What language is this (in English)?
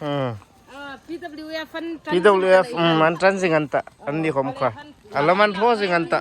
Hmar